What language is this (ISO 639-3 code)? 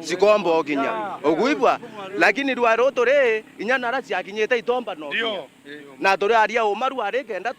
mer